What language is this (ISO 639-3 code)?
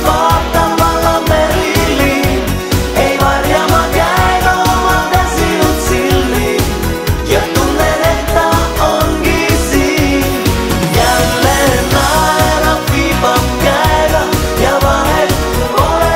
est